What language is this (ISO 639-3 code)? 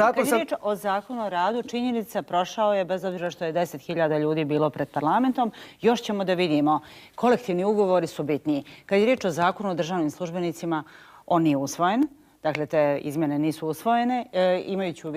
bos